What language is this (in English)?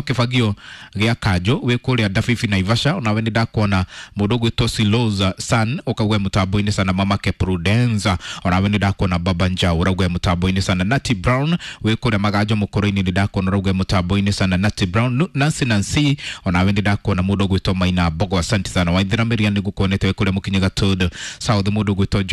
Kikuyu